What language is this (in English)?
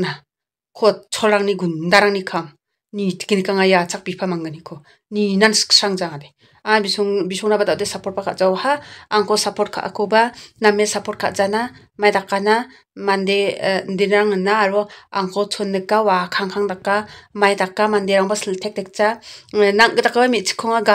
Garo